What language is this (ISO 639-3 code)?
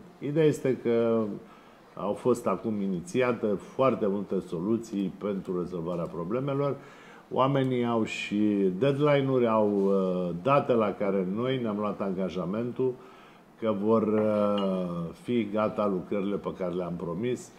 ron